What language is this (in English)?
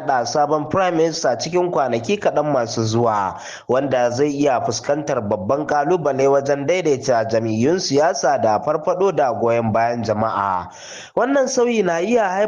Hausa